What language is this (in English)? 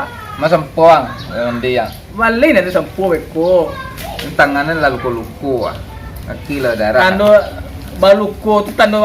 Minangkabau